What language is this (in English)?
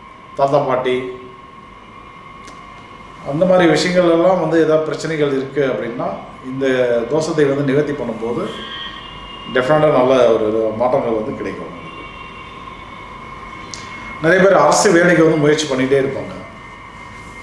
Tamil